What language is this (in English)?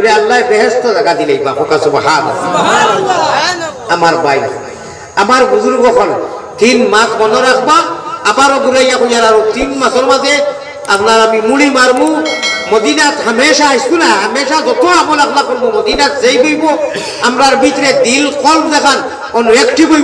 Sylheti